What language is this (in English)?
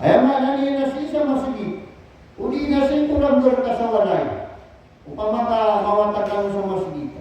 Maranao